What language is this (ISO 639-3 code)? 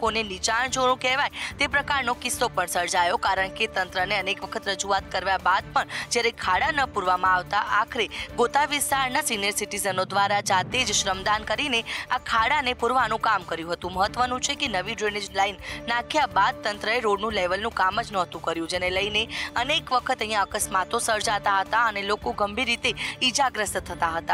guj